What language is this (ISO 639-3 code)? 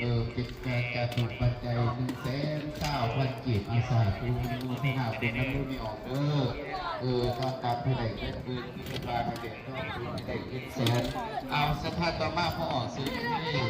lao